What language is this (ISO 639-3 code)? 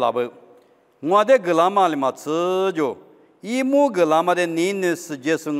lis